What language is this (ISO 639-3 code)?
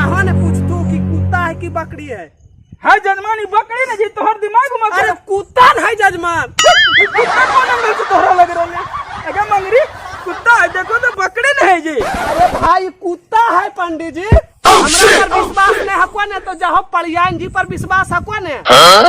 mag